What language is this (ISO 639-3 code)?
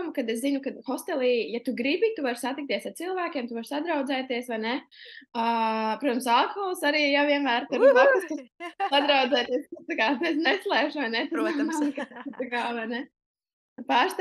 lav